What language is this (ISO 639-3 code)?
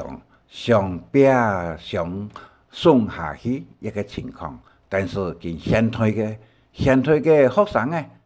hak